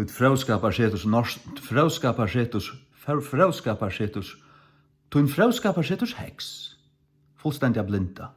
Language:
Faroese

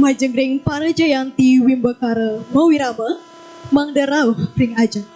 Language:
Balinese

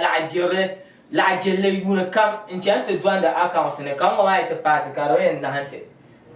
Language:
Dagbani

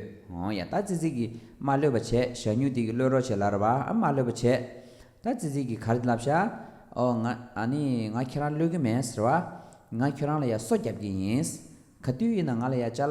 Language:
Tibetan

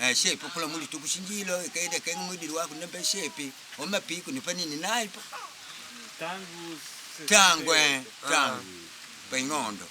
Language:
Makonde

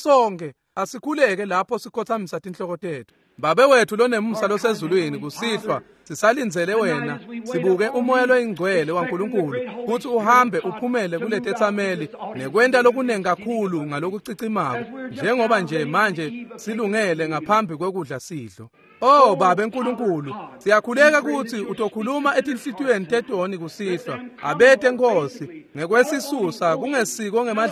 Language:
Swati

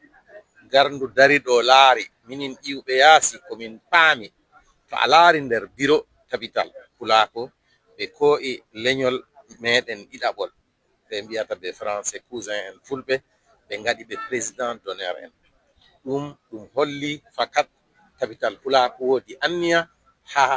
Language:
Fula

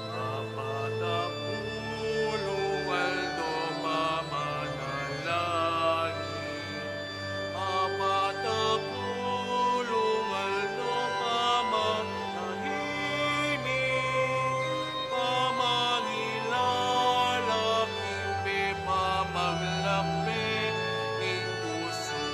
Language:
Pampanga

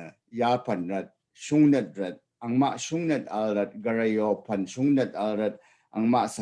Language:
Rawang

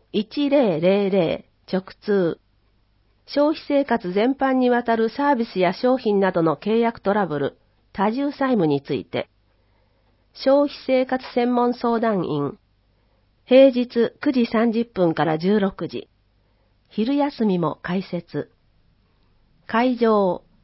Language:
Japanese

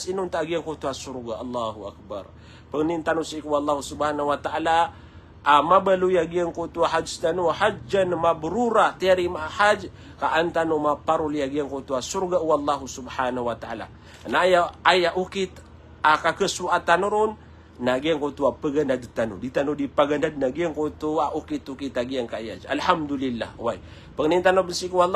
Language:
Maranao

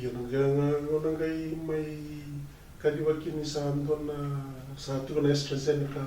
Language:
Fijian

